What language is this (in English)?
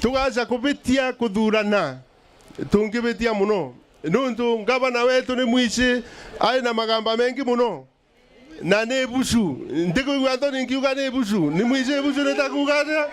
Meru